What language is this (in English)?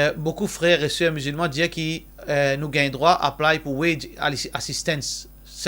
Morisyen